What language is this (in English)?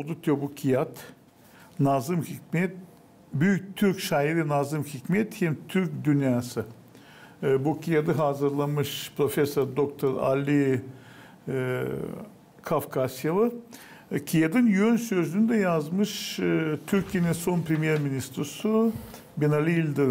Gagauz